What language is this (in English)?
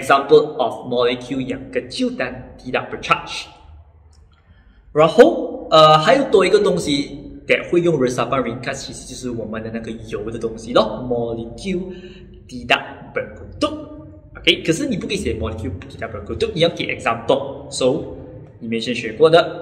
Chinese